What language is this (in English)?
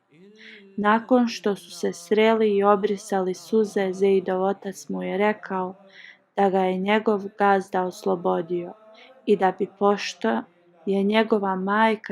Bosnian